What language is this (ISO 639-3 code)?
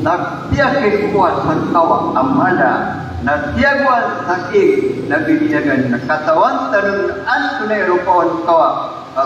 mrw